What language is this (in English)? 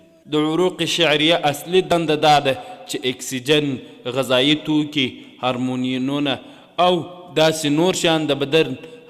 Pashto